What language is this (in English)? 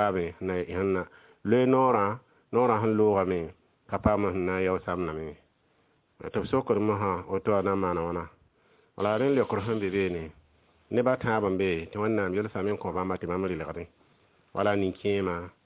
Mossi